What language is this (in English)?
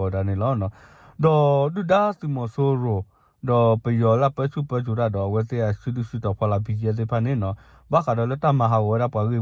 S'gaw Karen